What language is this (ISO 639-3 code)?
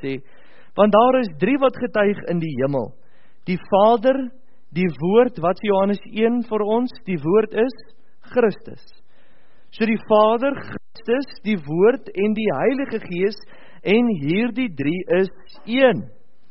afr